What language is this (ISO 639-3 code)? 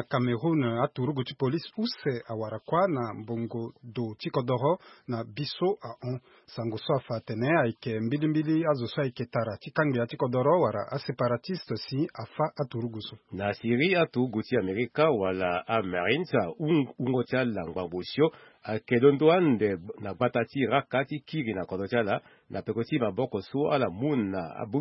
sag